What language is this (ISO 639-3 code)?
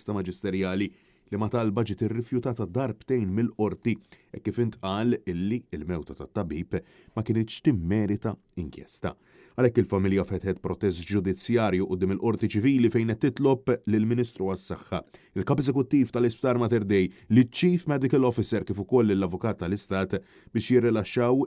mlt